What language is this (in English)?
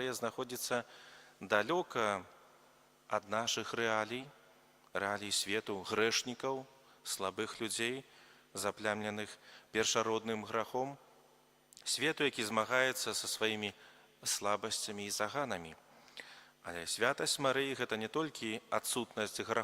Belarusian